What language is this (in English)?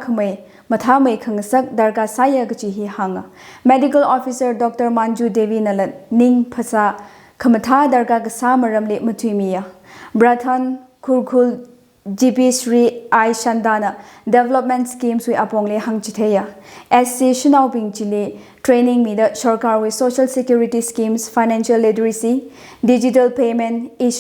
Tangkhul Naga (India)